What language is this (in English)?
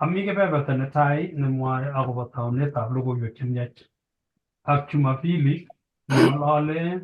Kalenjin